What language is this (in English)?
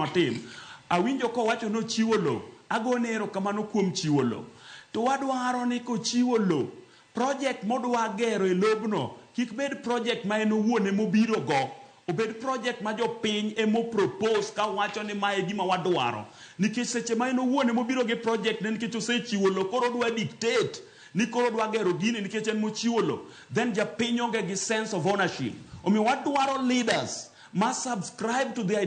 Luo (Kenya and Tanzania)